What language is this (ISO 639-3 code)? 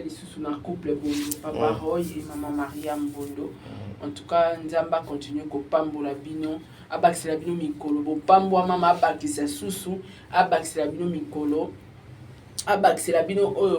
lin